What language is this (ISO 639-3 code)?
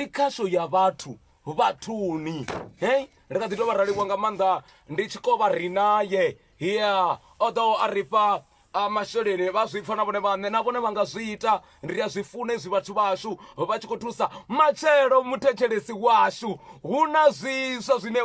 ven